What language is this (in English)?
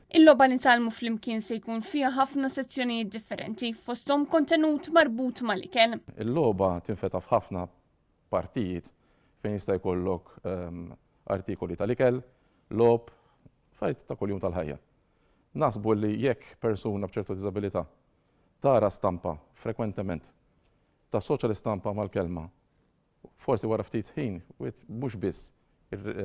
Maltese